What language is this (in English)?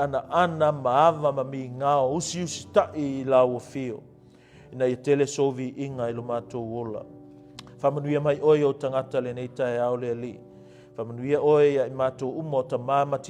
Samoan